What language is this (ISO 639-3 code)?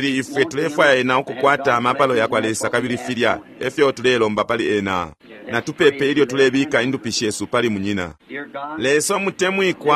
bem